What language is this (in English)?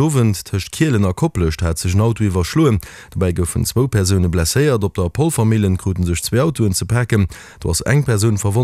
Luxembourgish